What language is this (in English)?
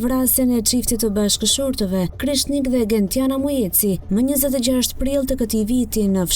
Albanian